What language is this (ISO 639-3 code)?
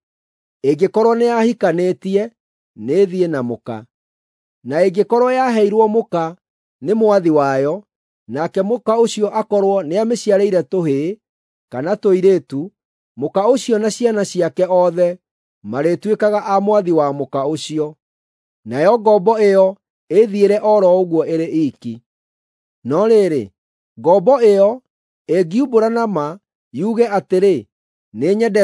kik